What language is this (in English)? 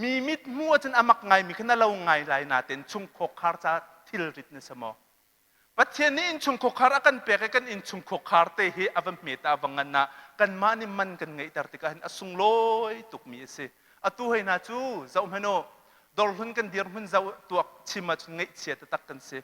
Hakha Chin